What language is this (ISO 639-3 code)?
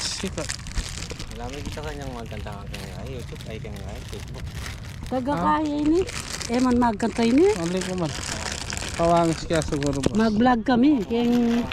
pam